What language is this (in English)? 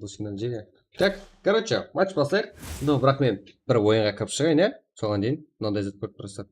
Kara-Kalpak